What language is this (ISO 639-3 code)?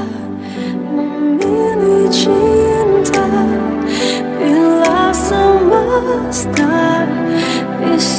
ind